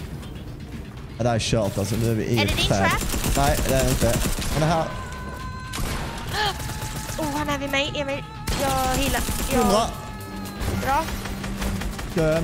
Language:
Swedish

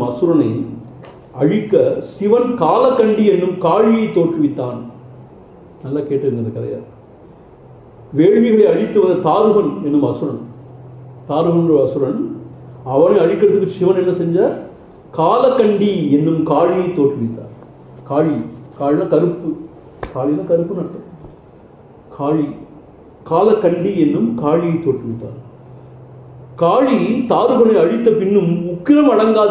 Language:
Tamil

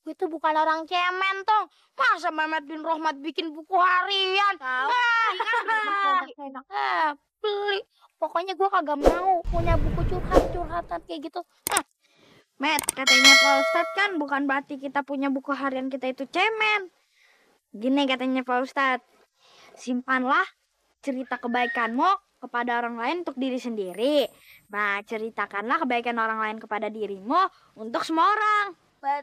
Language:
Betawi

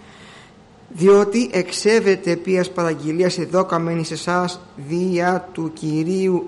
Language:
Greek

